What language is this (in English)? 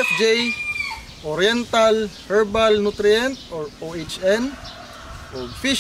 Cebuano